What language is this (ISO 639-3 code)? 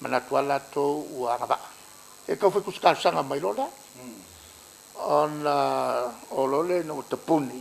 smo